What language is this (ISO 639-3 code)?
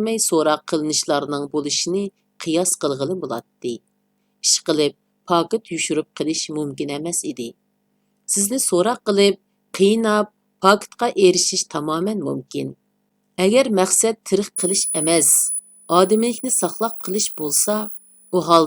uig